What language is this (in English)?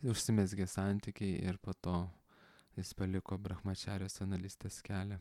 Lithuanian